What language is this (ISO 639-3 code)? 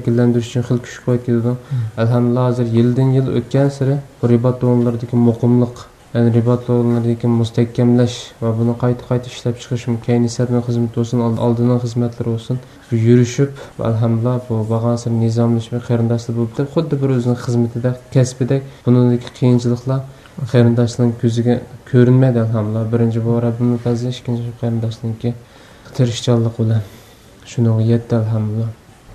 uig